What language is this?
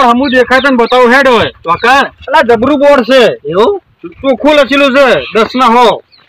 Gujarati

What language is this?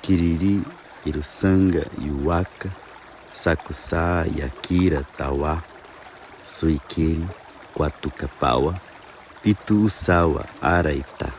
Nheengatu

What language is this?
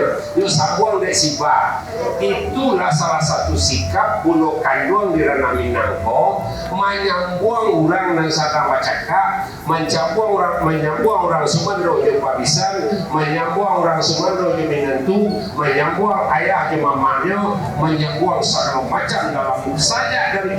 Minangkabau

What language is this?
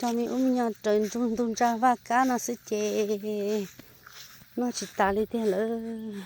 Hmong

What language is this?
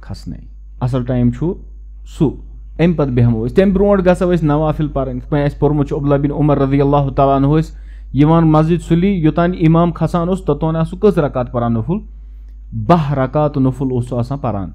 Kashmiri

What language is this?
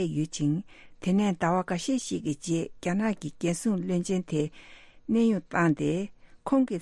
Tibetan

